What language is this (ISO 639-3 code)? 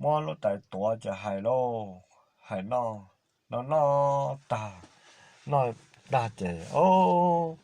hmn